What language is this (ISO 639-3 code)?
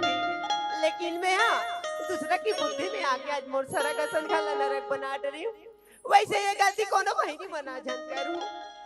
hne